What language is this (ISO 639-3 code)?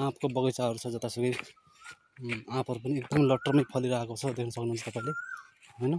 nep